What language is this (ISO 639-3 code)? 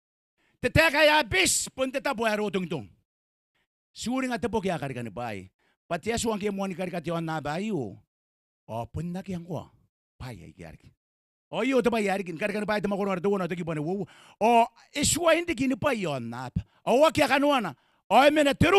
gil